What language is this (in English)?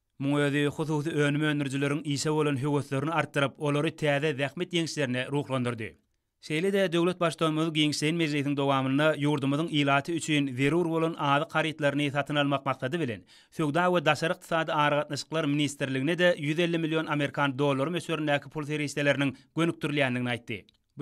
Turkmen